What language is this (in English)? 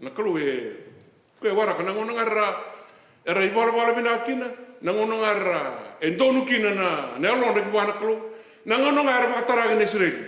Fijian